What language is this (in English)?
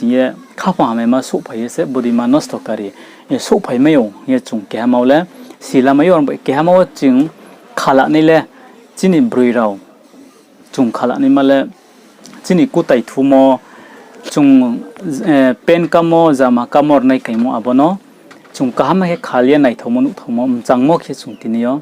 Riang (India)